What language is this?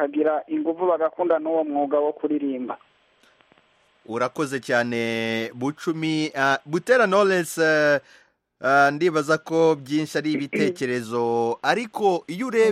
Kinyarwanda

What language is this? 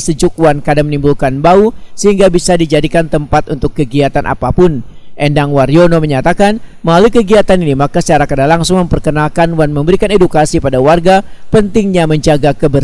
Banjar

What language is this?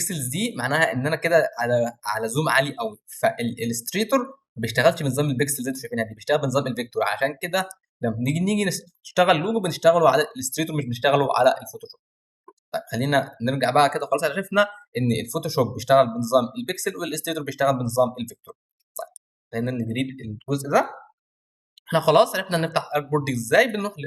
Egyptian Arabic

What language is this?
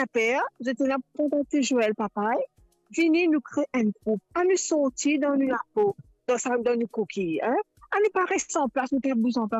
Morisyen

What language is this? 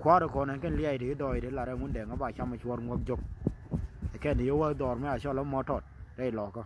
Nuer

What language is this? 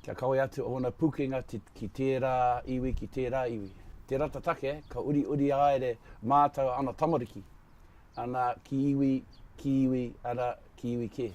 Māori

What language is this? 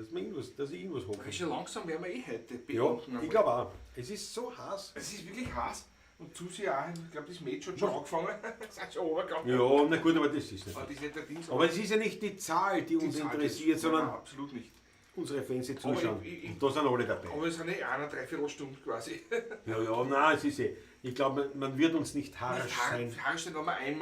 Bavarian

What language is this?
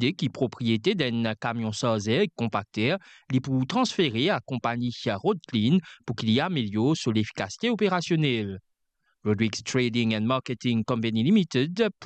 Morisyen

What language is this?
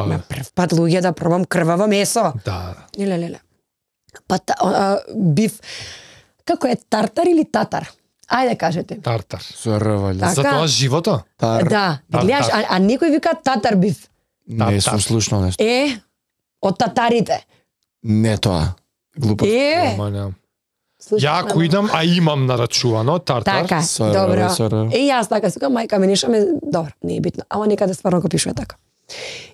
Macedonian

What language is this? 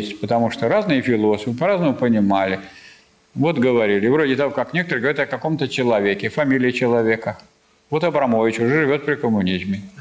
Russian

